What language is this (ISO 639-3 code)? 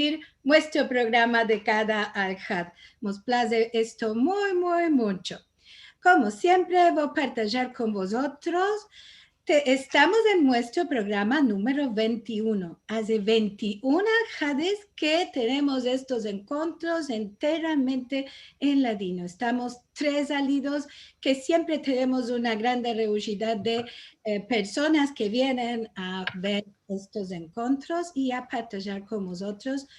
lad